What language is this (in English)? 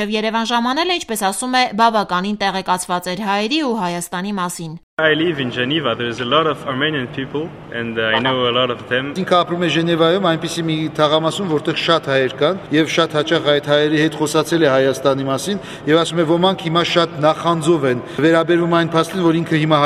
Armenian